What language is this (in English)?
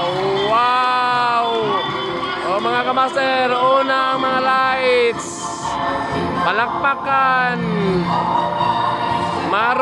Filipino